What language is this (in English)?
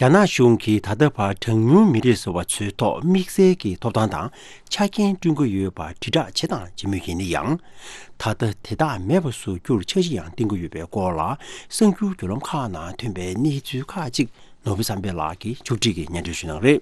Tibetan